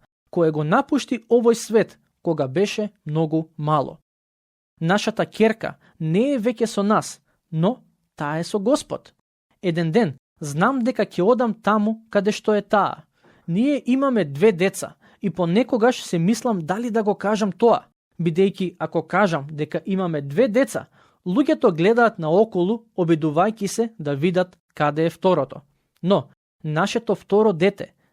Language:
Macedonian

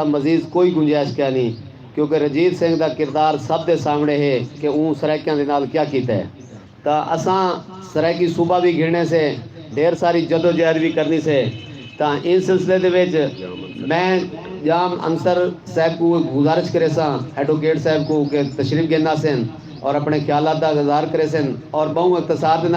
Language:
Saraiki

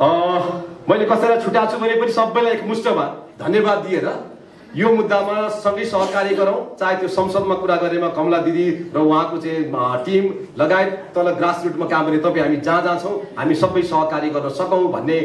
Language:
Nepali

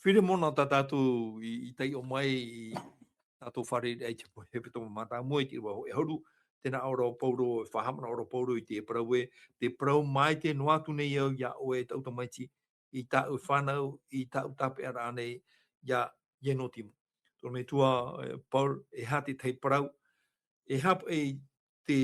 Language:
Tahitian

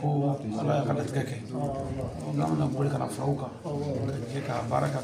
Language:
Bambara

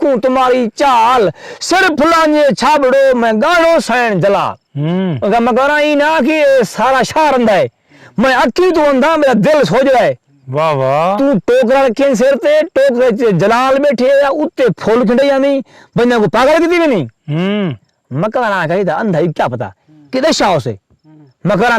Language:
Saraiki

